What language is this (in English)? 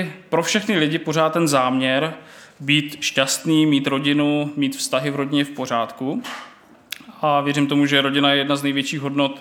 Czech